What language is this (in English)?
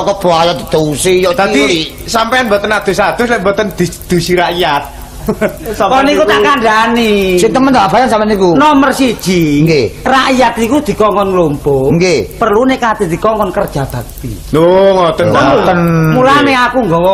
Javanese